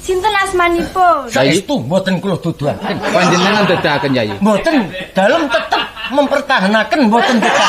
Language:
Javanese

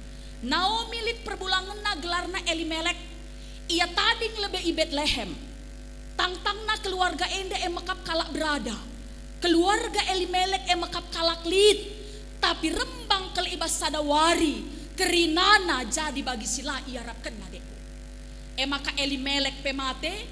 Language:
Batak Karo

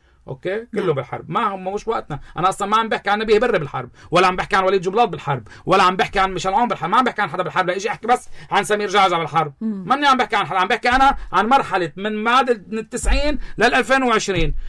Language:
North Levantine Arabic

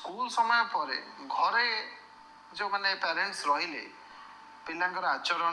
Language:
Odia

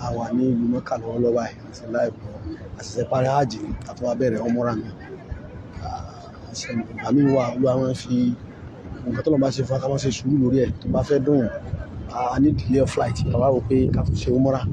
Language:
Yoruba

